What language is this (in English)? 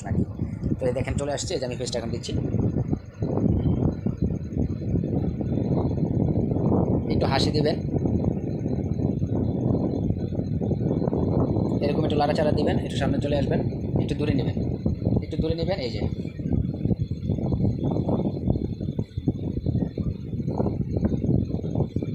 Bangla